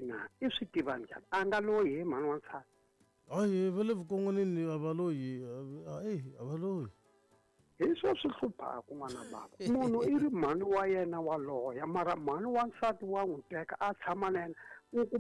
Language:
Tsonga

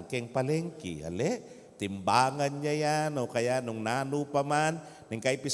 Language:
Pampanga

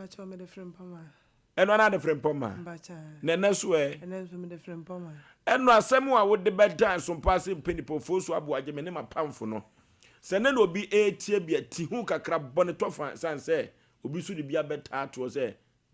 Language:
Akan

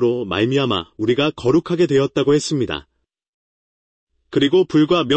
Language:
Korean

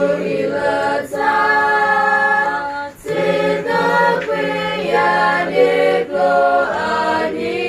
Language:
S'gaw Karen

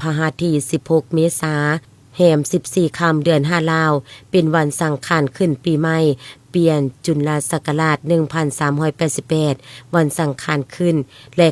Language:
Lao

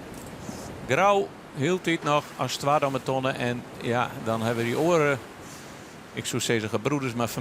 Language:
Western Frisian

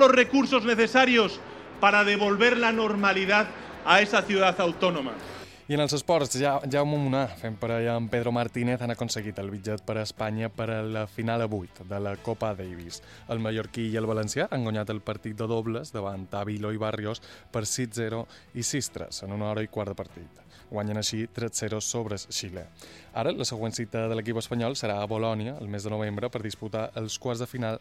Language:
Catalan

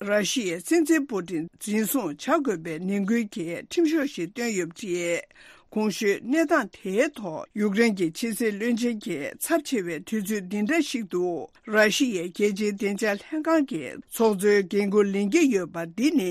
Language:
Tibetan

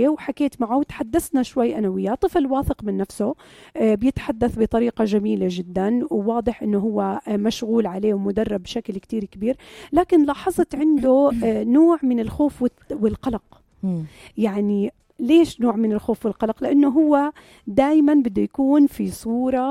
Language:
North Levantine Arabic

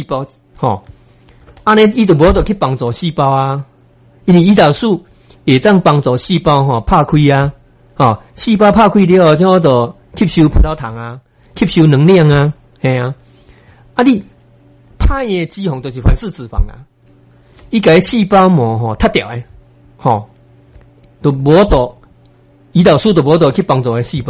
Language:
Min Nan Chinese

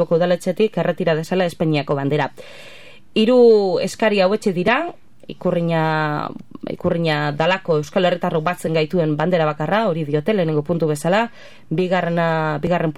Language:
Basque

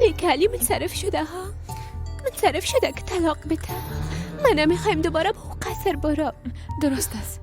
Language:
Persian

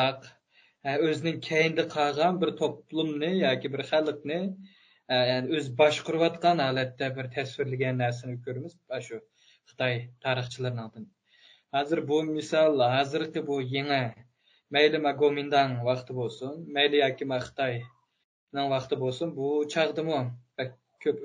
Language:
Uyghur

